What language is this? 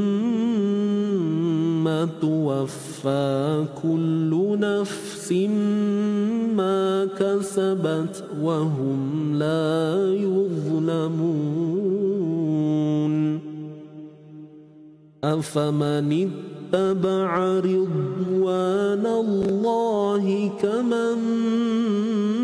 Arabic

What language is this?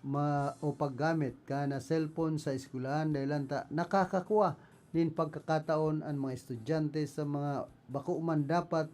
Bikol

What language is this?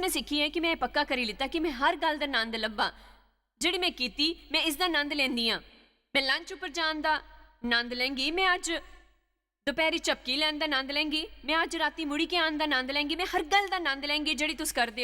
Dogri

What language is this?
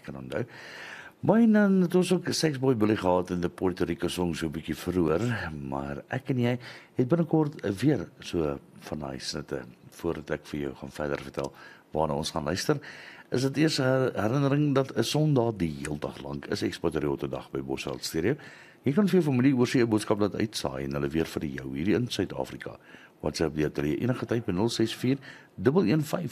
Afrikaans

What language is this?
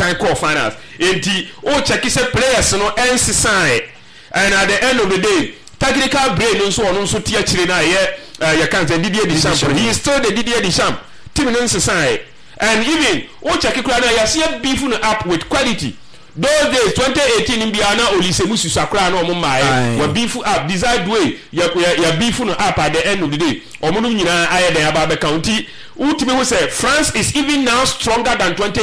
Akan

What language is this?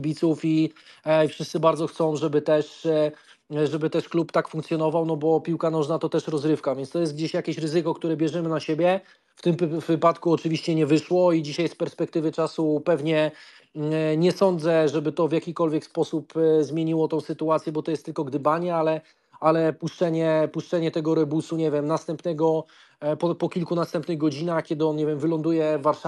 Polish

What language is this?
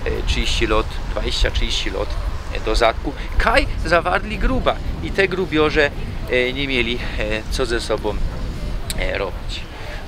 Silesian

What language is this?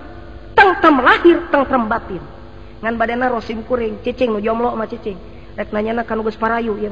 Sundanese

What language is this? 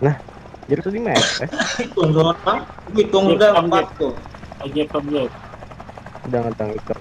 Banjar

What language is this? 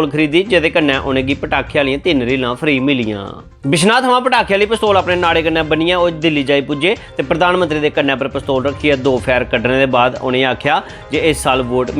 Dogri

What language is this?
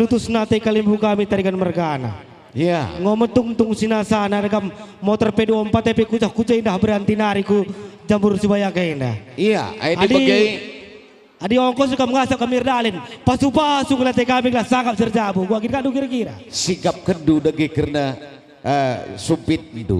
Batak Karo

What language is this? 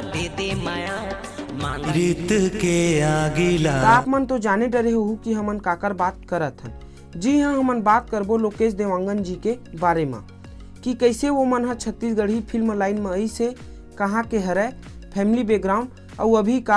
Chhattisgarhi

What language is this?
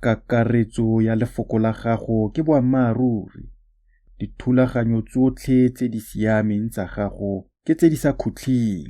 Tswana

